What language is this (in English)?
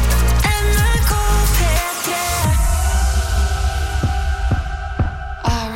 Norwegian